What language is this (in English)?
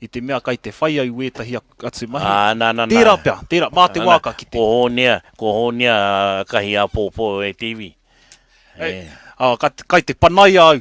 Māori